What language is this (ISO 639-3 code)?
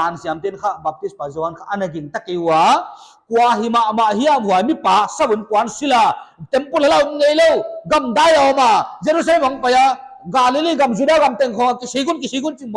pck